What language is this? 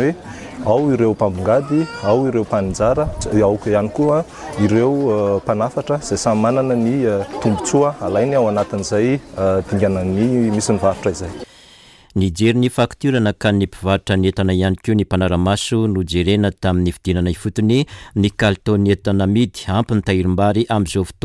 Malagasy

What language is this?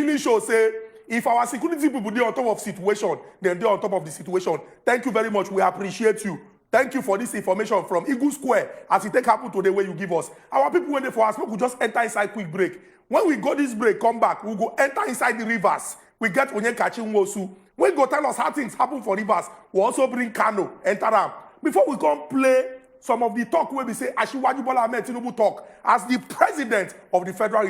Nigerian Pidgin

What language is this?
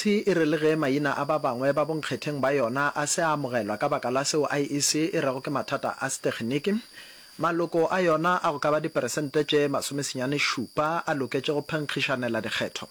Northern Sotho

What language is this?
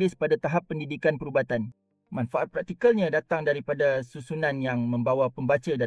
Malay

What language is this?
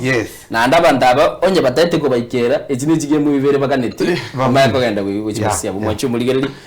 Gusii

